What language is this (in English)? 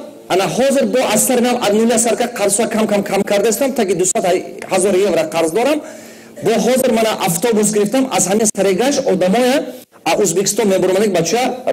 Tajik